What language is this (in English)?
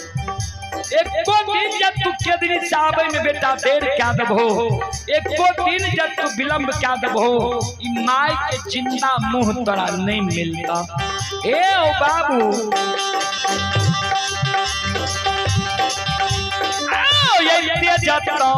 Bhojpuri